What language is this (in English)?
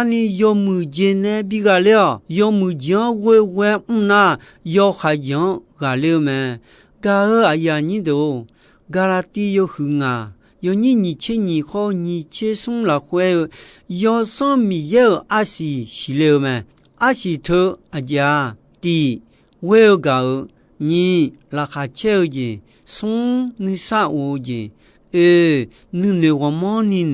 Akha